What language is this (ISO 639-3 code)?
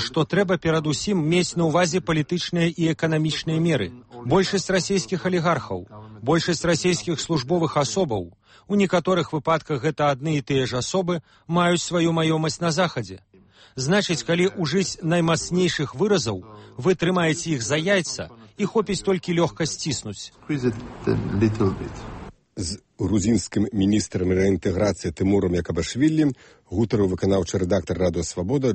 bel